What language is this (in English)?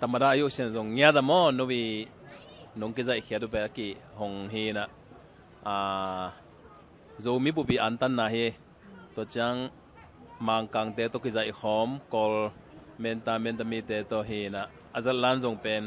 Tedim Chin